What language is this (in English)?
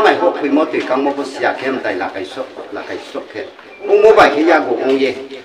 Riang (India)